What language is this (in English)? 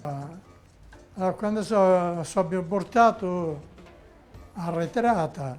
Corsican